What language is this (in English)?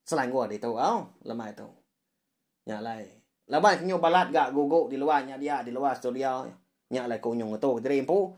Iban